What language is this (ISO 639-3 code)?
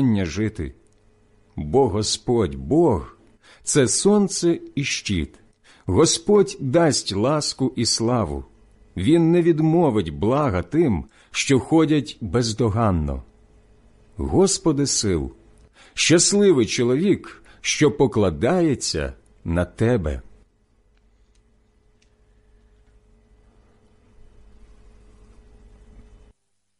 ukr